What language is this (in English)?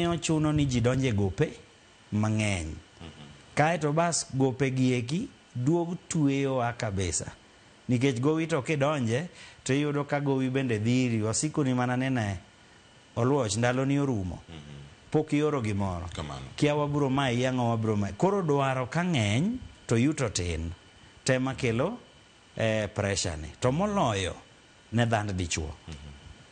Luo (Kenya and Tanzania)